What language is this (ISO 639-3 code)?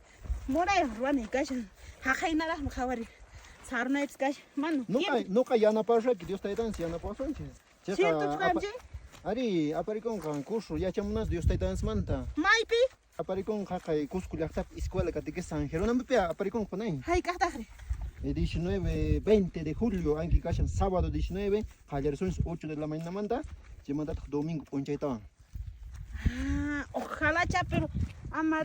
que